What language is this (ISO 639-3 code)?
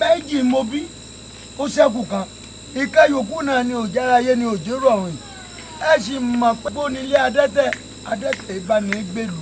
yor